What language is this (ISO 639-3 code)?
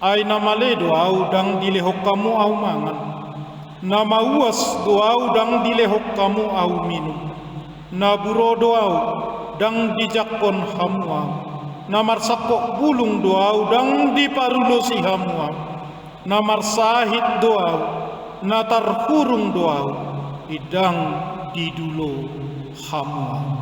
bbc